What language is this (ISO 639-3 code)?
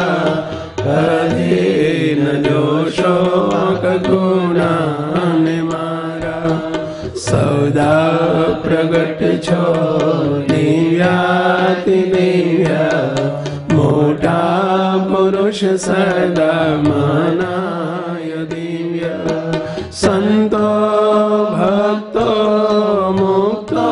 guj